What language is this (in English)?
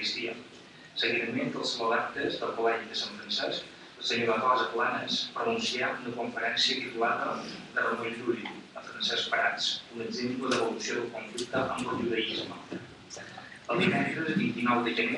Catalan